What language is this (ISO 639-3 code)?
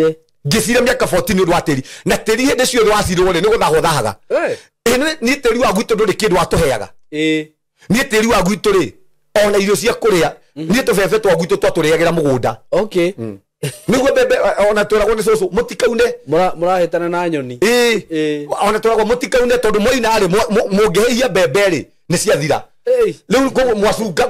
kik